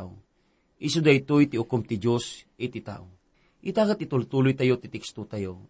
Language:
Iloko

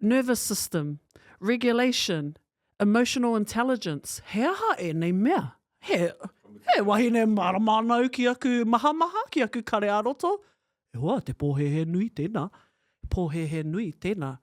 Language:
Māori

